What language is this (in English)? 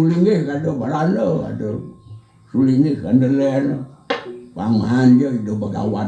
Balinese